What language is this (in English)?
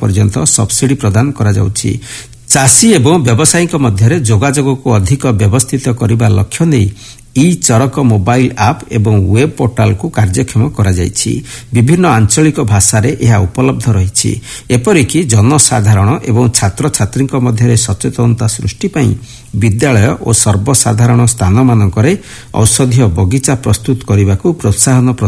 Odia